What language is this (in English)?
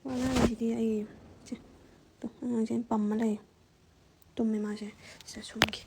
Manipuri